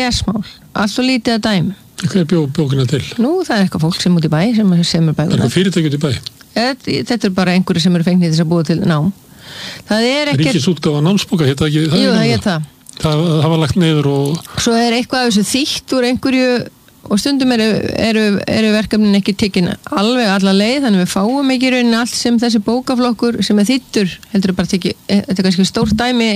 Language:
Icelandic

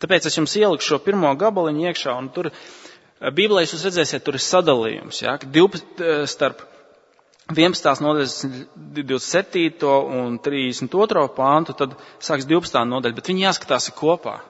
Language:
Latvian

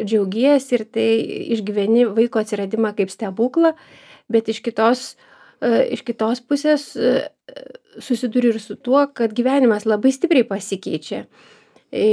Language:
Lithuanian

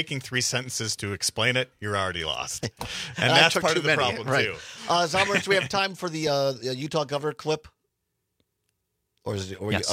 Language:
English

